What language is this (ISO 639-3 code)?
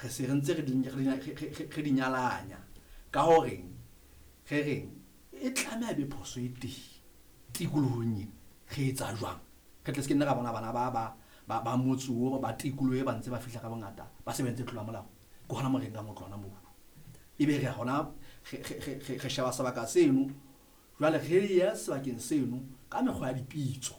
sot